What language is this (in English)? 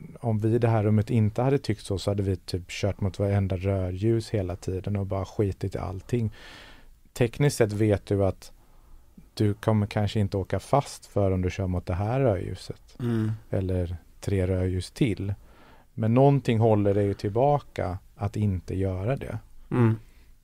Swedish